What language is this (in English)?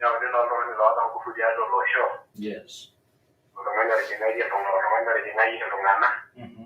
Masai